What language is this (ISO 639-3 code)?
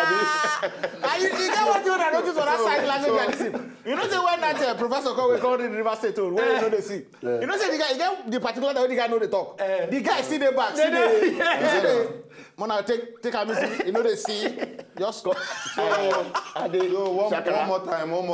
pcm